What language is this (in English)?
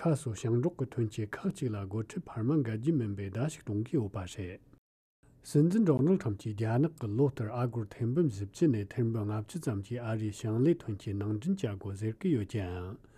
Latvian